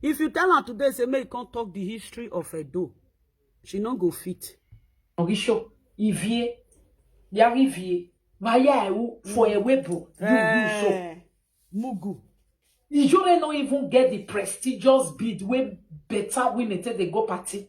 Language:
Nigerian Pidgin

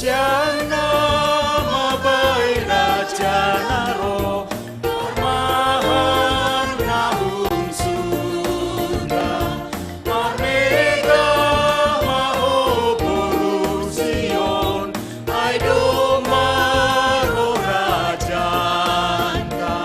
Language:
Batak Simalungun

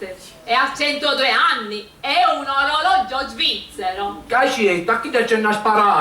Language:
Sicilian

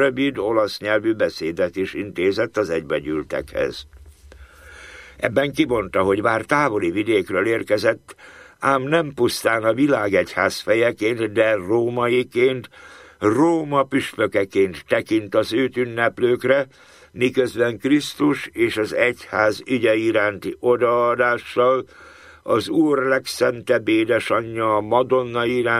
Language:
Hungarian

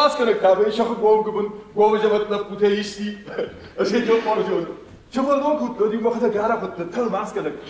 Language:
Ossetic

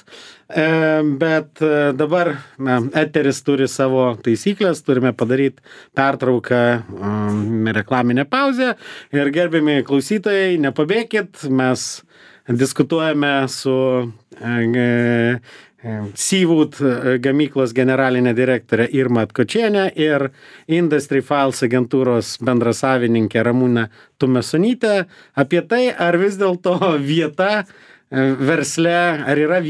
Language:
Lithuanian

